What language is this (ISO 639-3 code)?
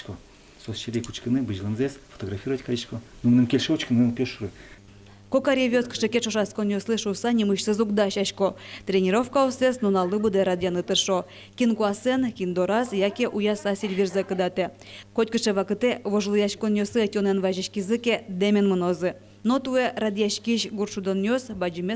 udm